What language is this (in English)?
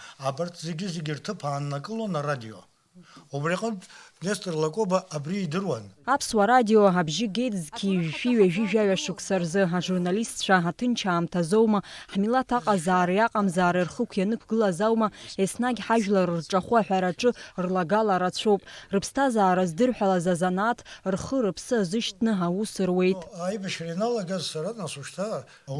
Abkhazian